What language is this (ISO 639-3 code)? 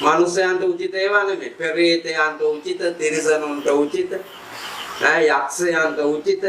sin